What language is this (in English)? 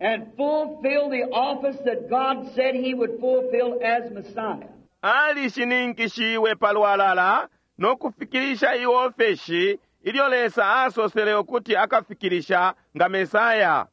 Bemba